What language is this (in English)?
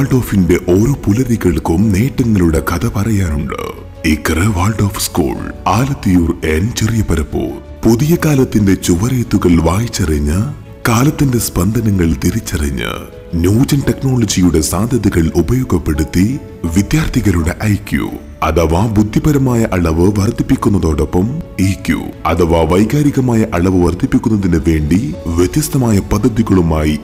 Malayalam